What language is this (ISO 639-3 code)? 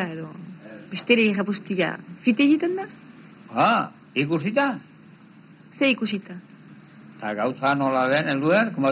eus